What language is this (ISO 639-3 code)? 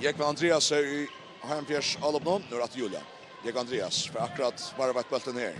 fao